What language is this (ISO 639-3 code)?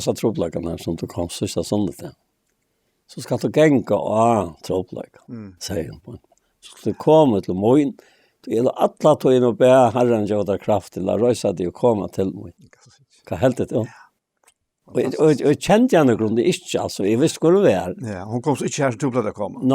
fao